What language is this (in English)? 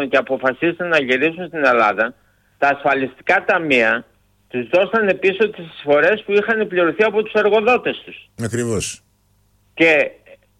Greek